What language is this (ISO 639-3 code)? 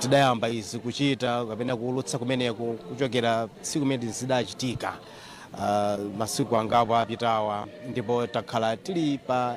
nya